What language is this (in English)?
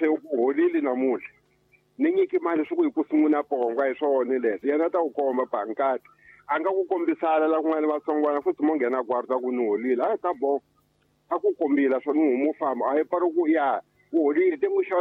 Tsonga